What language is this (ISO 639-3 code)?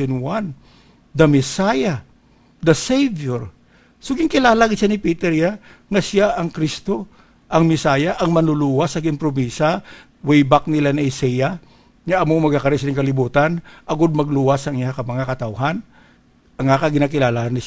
hil